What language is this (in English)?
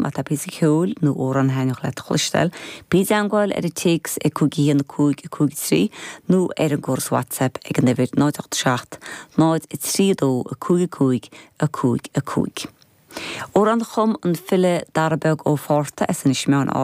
Irish